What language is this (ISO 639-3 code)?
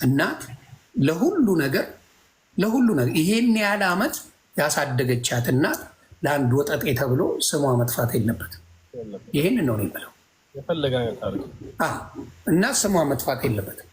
amh